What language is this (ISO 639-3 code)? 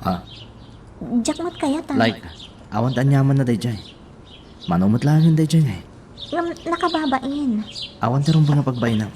ilo